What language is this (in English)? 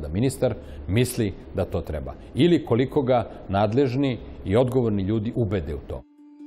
Serbian